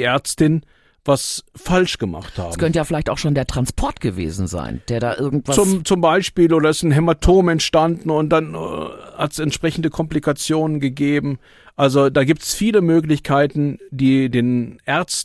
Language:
German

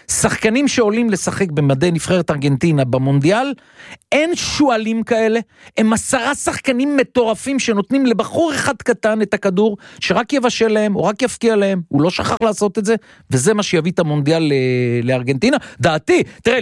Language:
Hebrew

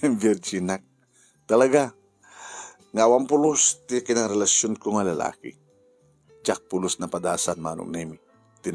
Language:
Iloko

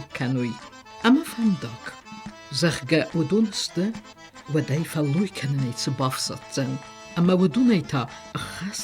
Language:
Ossetic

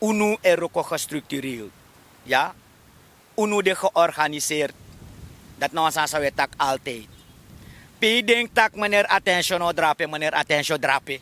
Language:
Sranan Tongo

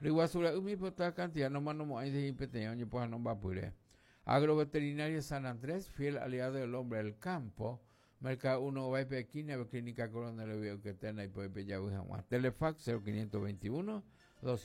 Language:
Guarani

